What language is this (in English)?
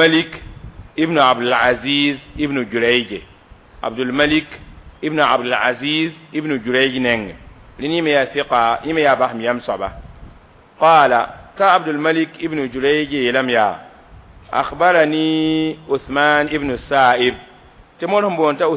Mossi